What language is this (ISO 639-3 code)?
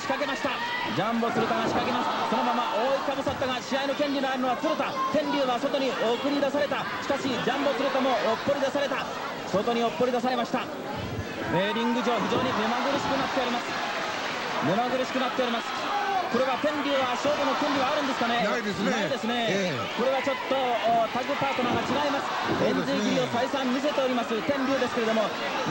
jpn